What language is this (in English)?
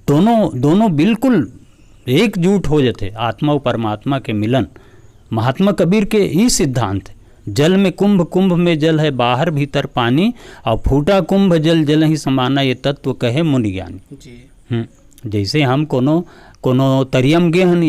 Chhattisgarhi